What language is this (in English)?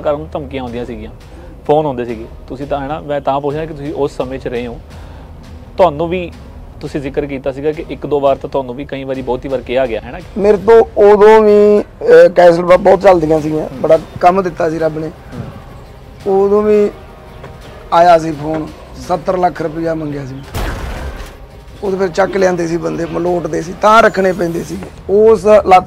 Punjabi